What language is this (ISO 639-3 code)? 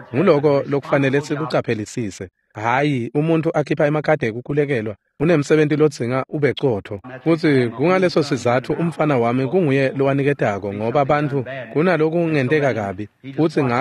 ssw